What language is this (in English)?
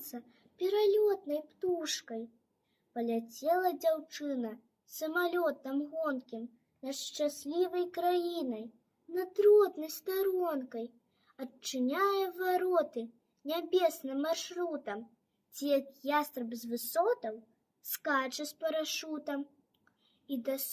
Belarusian